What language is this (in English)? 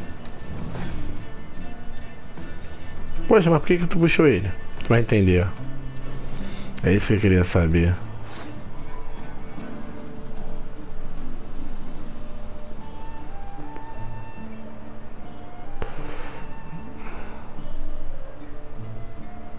Portuguese